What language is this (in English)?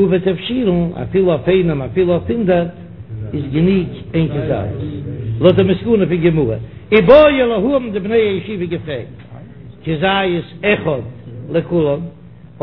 Yiddish